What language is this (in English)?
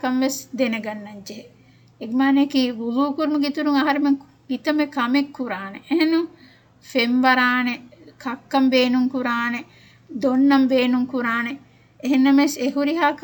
Divehi